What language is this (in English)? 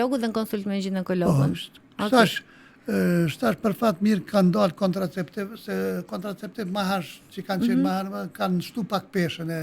Albanian